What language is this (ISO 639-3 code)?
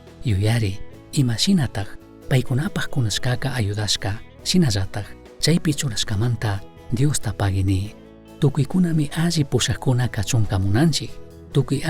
qug